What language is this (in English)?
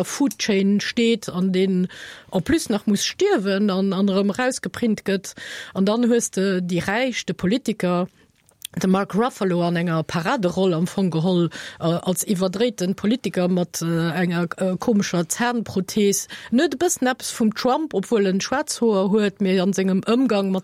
Luxembourgish